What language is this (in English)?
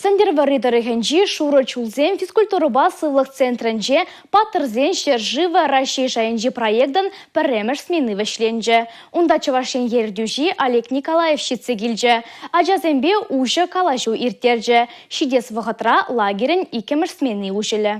Chuvash